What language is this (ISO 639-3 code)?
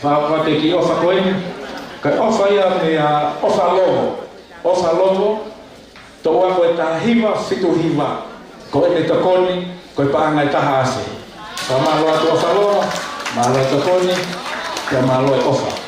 ton